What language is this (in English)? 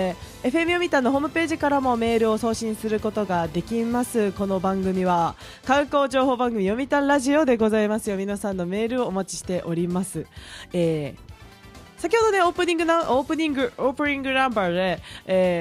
Japanese